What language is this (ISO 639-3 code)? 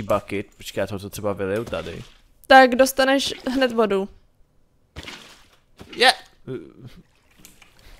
ces